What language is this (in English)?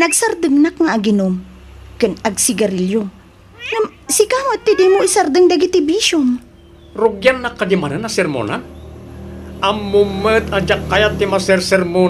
Iloko